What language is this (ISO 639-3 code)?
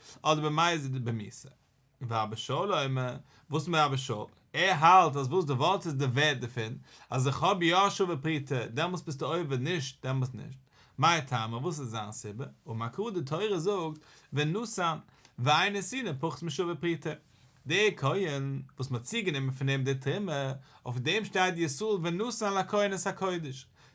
yid